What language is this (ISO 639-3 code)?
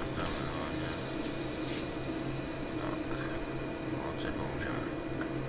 ces